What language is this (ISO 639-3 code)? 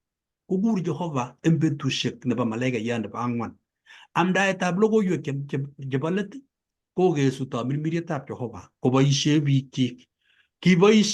kln